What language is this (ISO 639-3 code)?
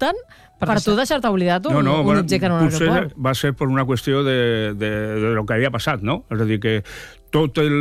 cat